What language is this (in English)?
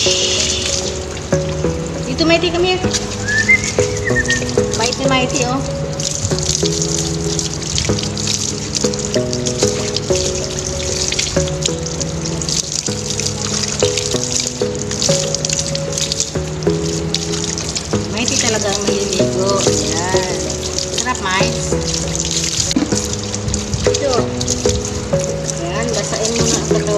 Filipino